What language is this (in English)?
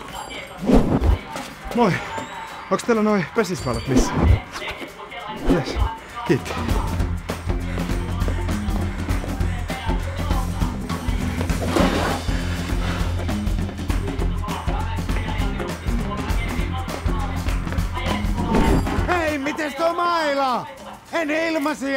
Finnish